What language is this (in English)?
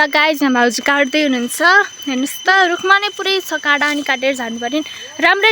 Nepali